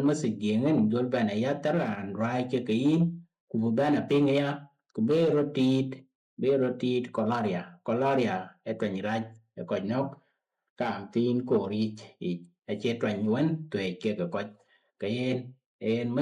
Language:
Dinka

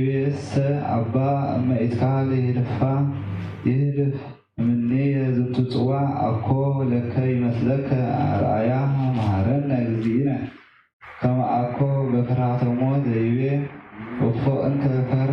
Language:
Geez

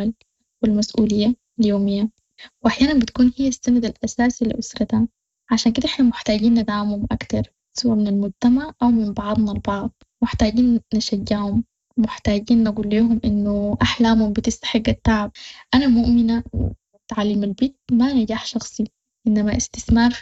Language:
Sudanese Arabic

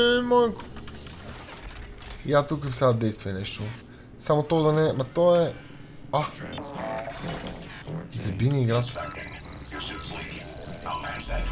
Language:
Bulgarian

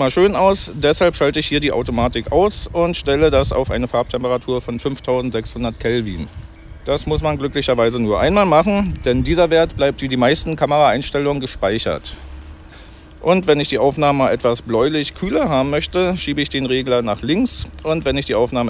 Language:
German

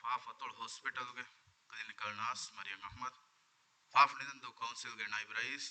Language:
Divehi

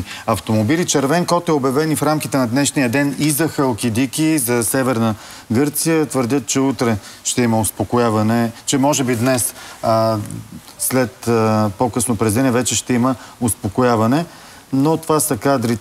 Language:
Bulgarian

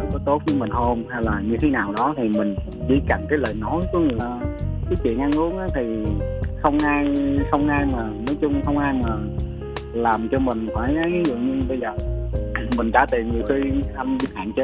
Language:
Vietnamese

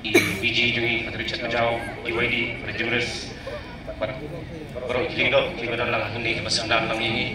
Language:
Khasi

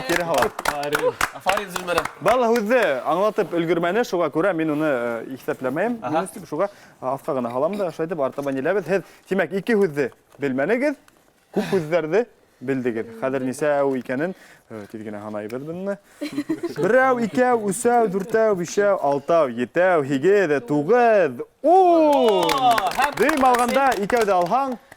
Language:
Bashkir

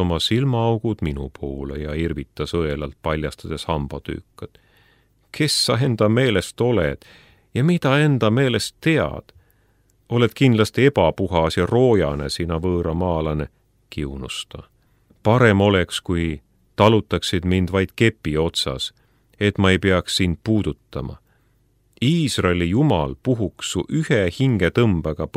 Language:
Estonian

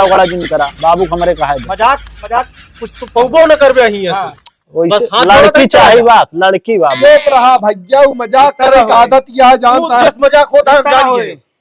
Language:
Awadhi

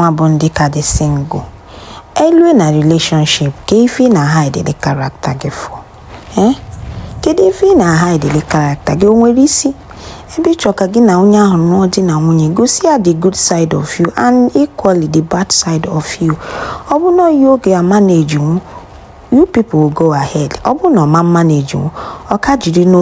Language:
Igbo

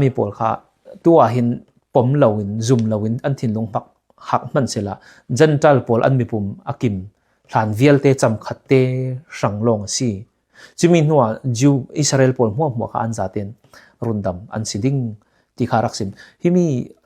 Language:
Falam Chin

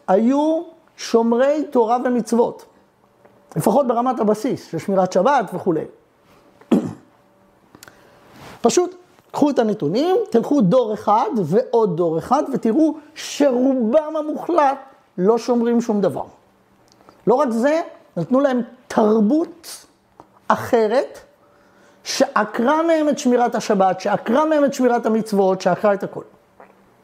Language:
Hebrew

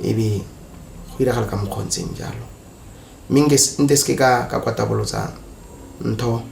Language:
Tswana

